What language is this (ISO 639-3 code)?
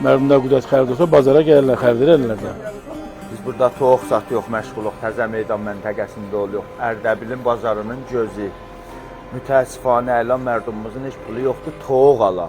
azb